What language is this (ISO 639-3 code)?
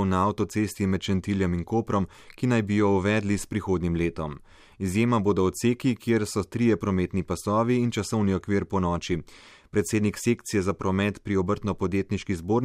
slv